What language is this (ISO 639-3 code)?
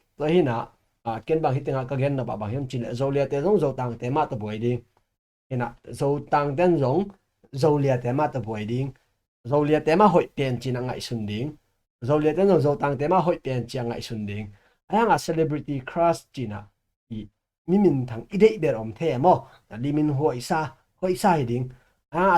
ctd